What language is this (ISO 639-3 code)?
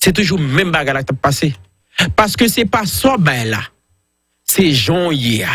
hat